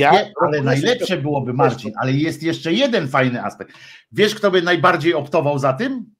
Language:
Polish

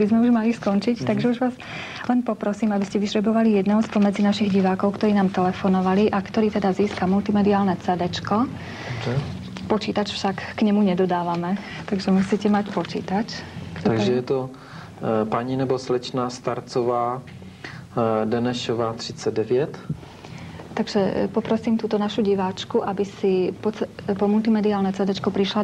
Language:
Slovak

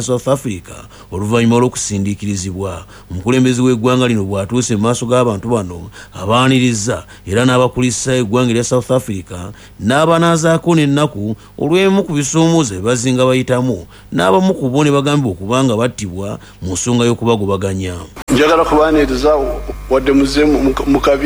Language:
Ganda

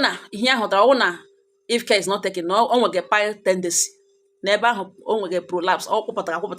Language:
Igbo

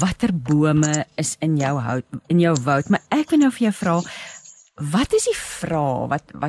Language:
Afrikaans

